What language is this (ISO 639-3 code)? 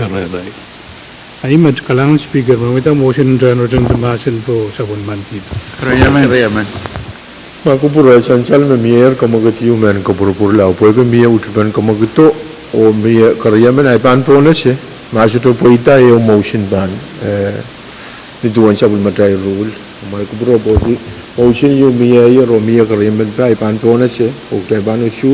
pon